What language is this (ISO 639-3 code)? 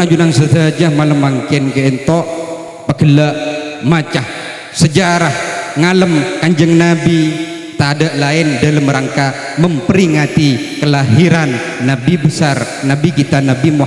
mad